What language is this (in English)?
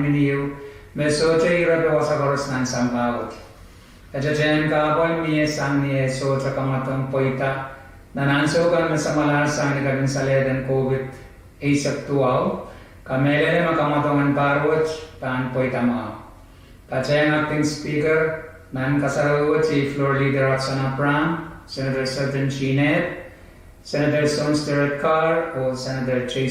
Pohnpeian